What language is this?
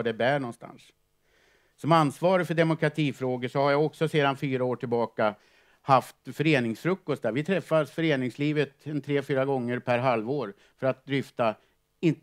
Swedish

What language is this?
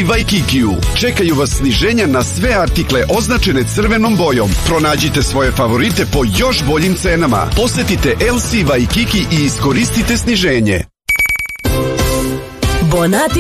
Serbian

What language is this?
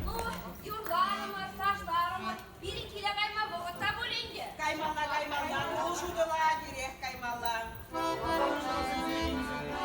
Chuvash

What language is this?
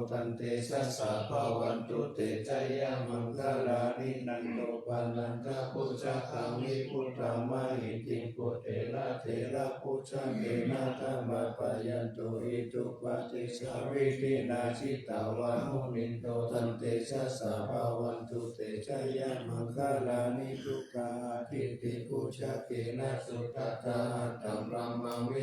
Pali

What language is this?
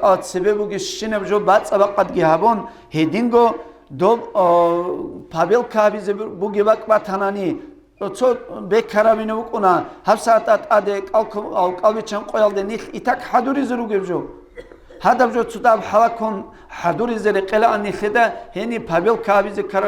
Avaric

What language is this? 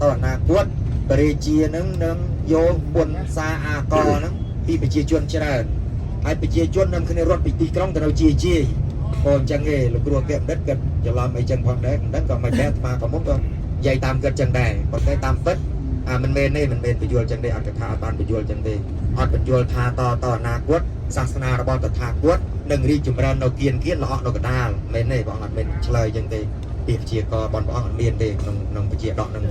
Khmer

